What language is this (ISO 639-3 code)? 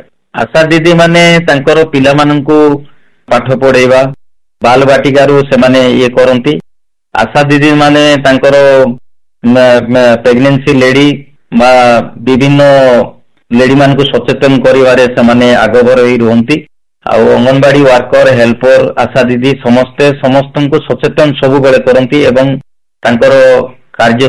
ori